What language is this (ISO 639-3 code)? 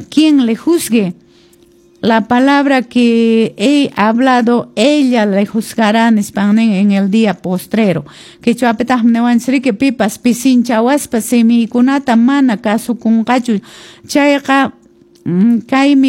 que